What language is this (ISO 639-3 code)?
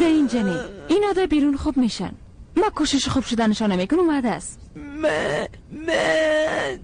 fas